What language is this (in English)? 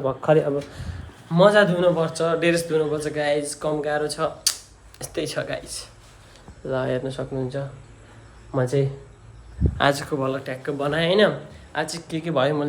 Nepali